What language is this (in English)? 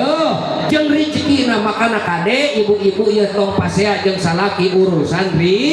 Sundanese